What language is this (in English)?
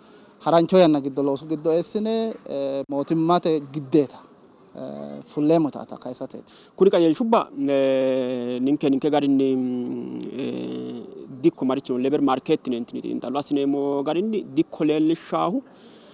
Sidamo